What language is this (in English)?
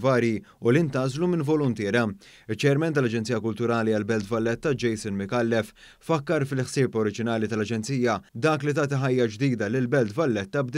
Maltese